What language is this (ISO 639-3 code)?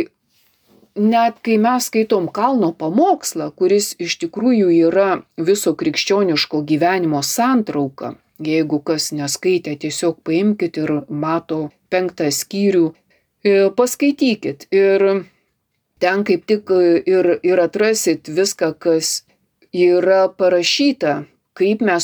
lit